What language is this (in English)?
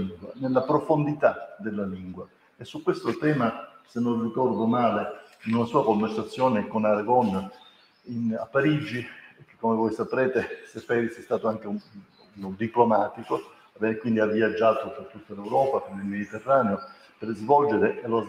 Italian